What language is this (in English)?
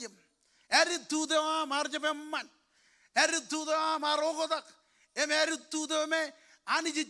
Marshallese